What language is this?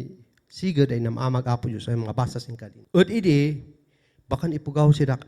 Kankanaey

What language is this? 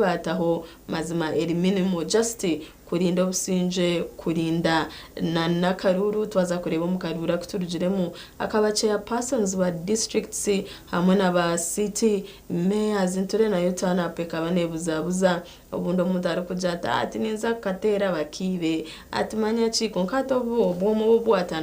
Nyankole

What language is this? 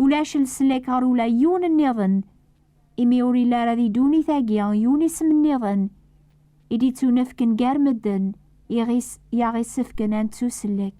Kabyle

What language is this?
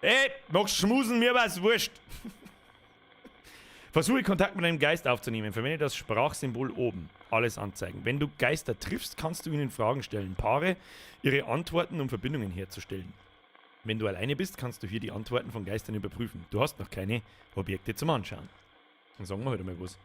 Bavarian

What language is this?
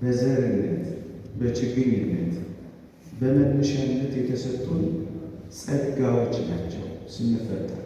Amharic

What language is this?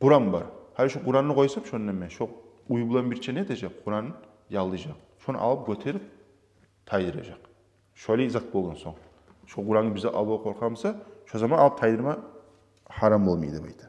Kumyk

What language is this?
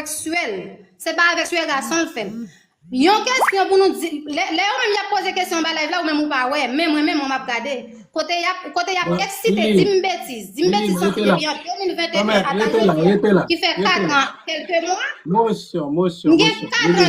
Haitian Creole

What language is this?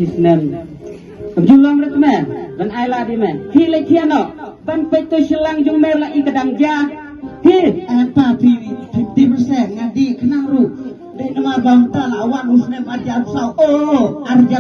Khasi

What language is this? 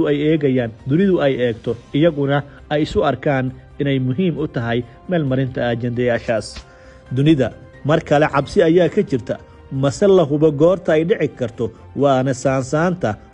Somali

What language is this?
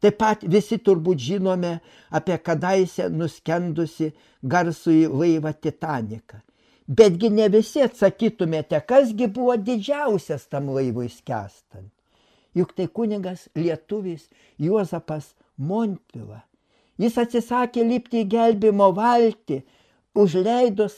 Lithuanian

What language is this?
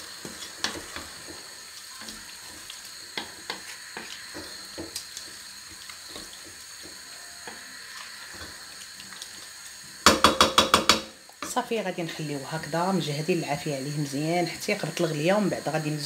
Moroccan Arabic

